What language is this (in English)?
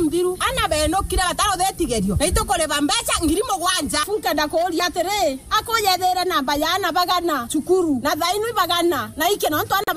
Meru